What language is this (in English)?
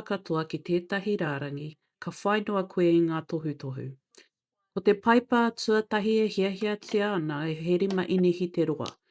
Māori